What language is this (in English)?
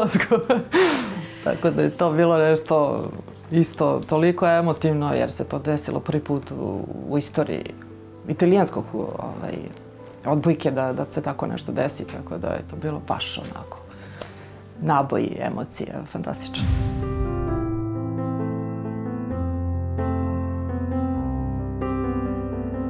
Serbian